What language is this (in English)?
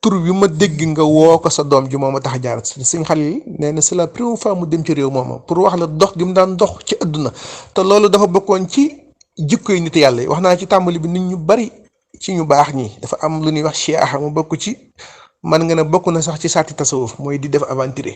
Wolof